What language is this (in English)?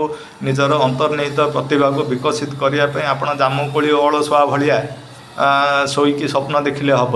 Odia